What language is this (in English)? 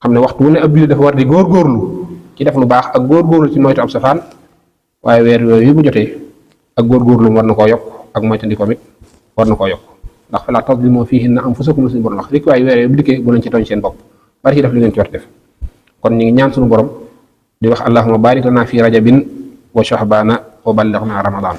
Wolof